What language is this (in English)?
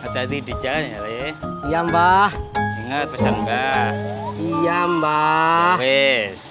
Betawi